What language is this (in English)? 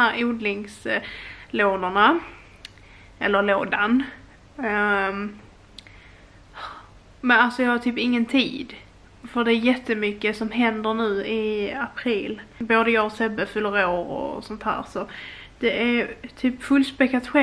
Swedish